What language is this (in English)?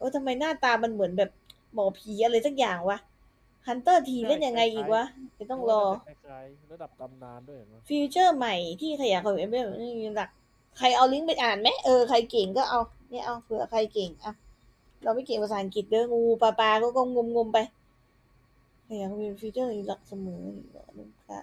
Thai